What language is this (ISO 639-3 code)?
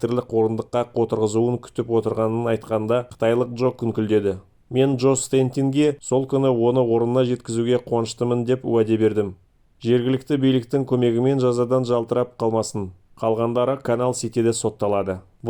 kaz